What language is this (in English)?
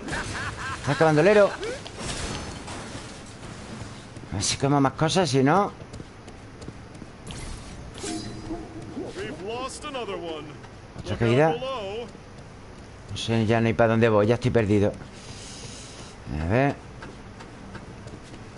Spanish